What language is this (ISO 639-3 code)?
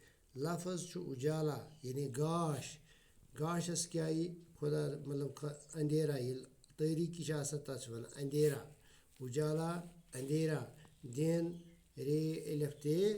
kas